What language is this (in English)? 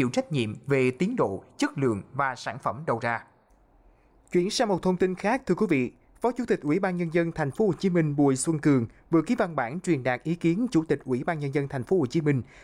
Vietnamese